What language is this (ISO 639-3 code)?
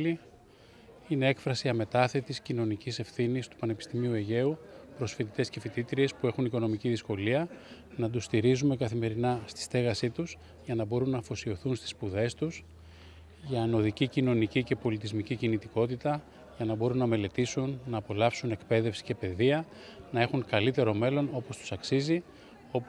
ell